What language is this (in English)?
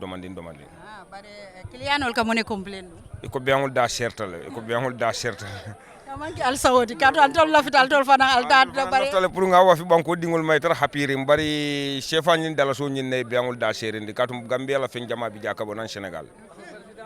Fula